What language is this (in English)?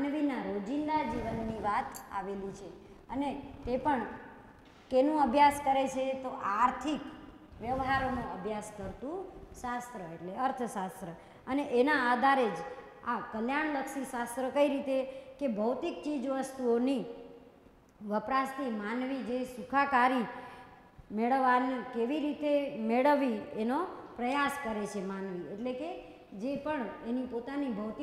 Gujarati